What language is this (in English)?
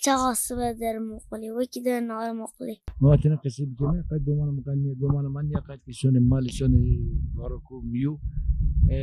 Zaza